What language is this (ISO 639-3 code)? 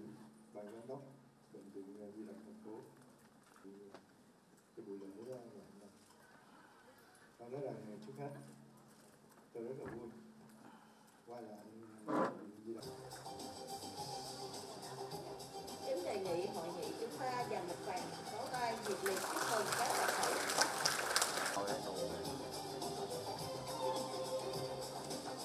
vie